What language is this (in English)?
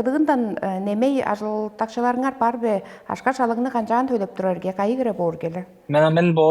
Tuvinian